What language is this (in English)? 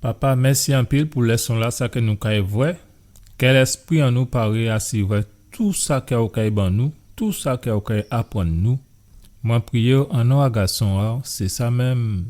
Guadeloupean Creole French